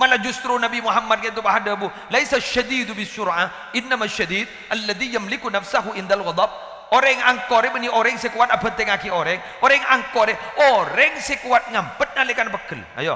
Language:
Madurese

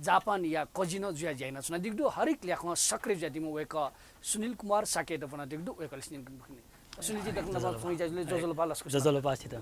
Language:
Newari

